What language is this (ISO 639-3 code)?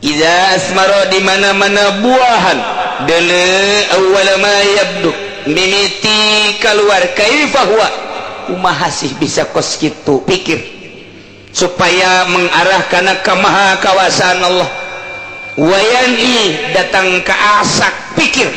sun